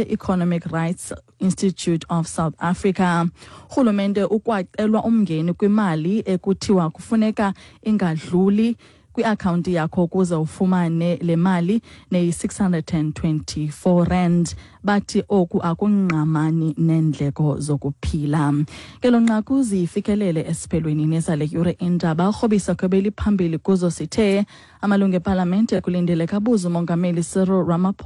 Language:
Xhosa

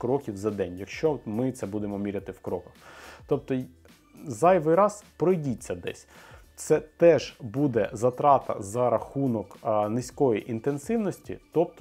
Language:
Ukrainian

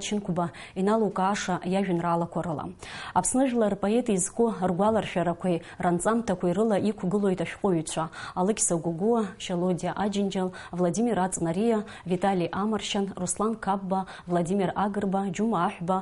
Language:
Abkhazian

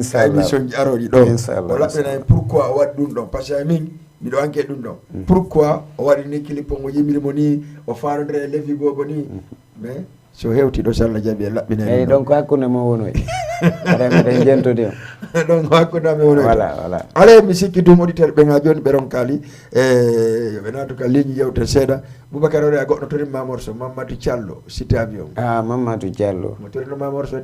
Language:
Fula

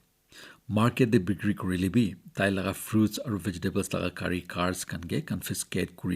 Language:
Naga Pidgin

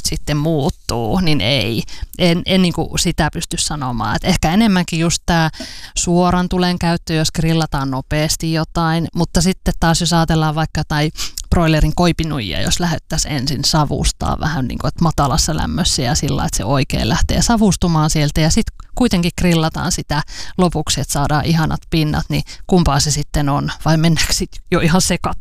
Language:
Finnish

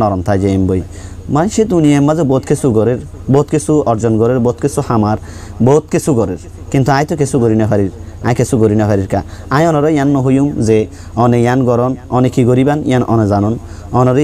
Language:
Rohingya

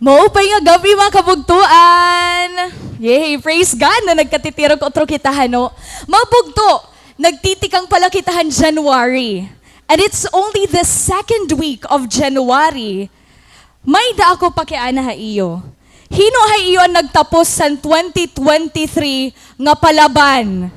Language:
Waray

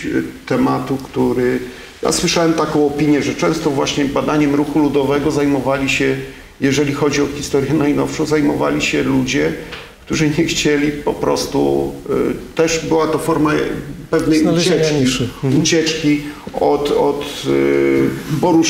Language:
Polish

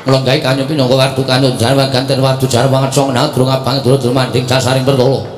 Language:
Javanese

